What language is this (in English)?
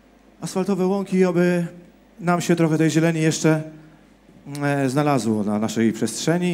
Polish